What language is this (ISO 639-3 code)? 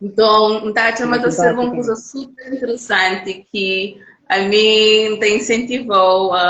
kea